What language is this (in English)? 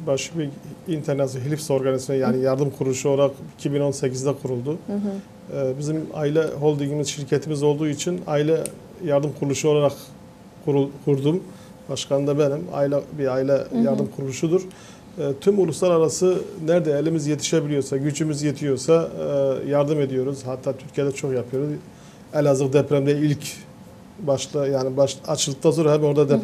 Gagauz